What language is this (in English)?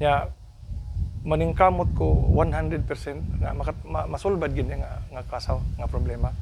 Cebuano